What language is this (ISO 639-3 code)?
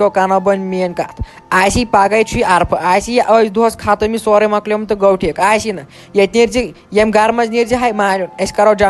kas